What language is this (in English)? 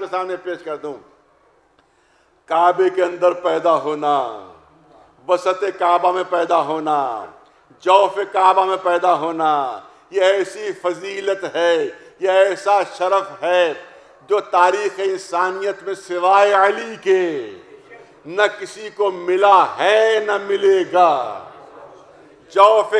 Urdu